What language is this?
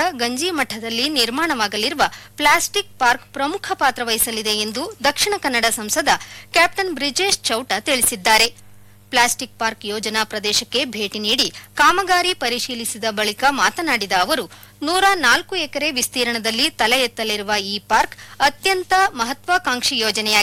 Kannada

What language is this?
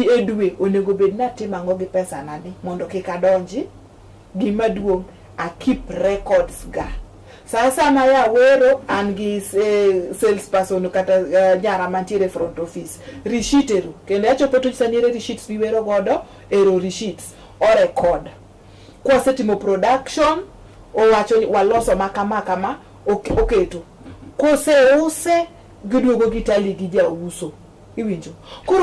Luo (Kenya and Tanzania)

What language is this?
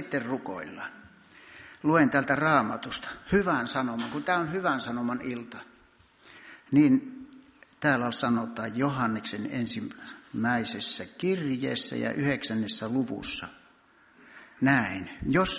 Finnish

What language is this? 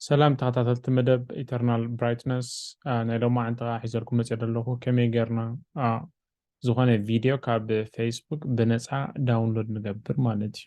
Tigrinya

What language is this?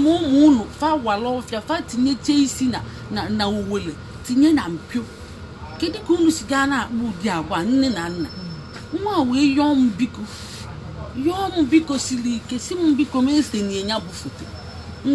Igbo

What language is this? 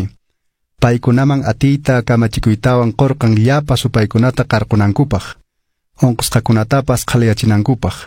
Quechua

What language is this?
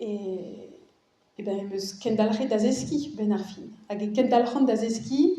Breton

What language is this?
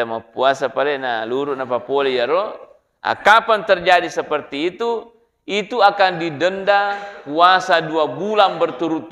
Buginese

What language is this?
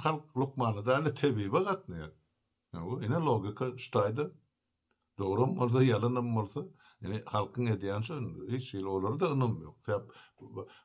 Turkmen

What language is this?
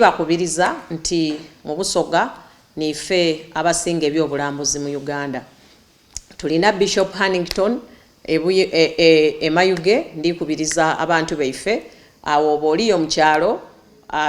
Soga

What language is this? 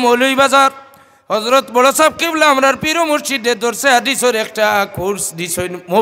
Sylheti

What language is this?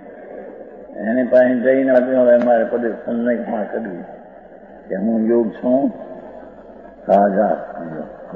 Gujarati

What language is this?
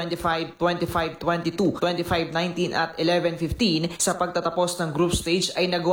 Filipino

